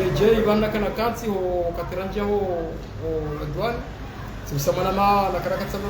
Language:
Ngazidja Comorian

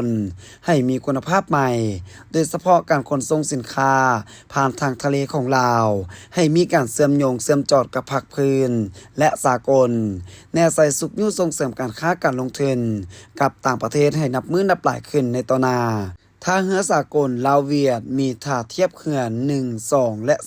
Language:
Lao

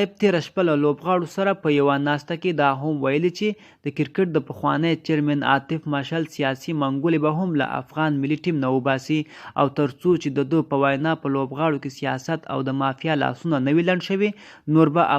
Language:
Pashto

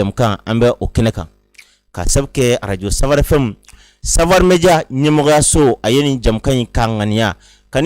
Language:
Bambara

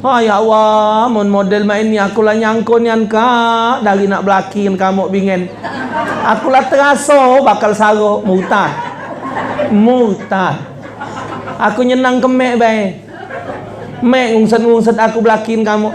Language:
Musi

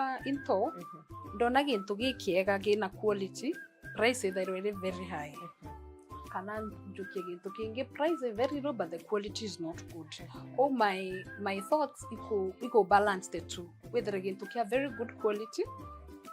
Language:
Meru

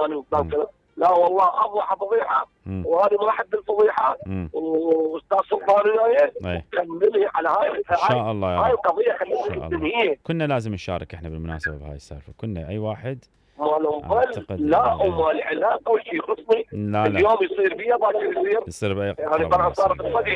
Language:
Mesopotamian Arabic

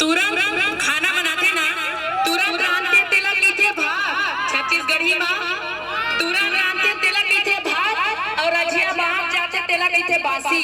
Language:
Chhattisgarhi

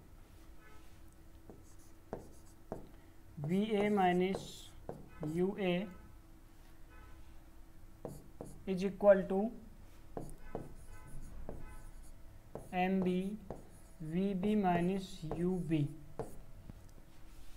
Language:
Hindi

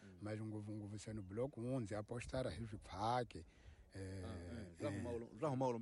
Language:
Tsonga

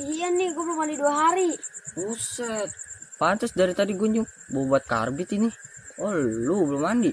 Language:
Betawi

